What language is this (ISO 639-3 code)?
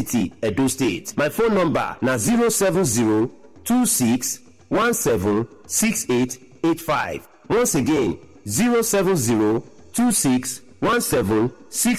pcm